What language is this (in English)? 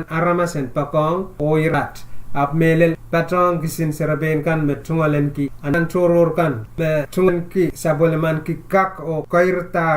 Pohnpeian